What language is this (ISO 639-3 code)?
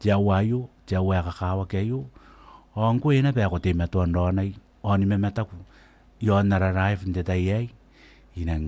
gil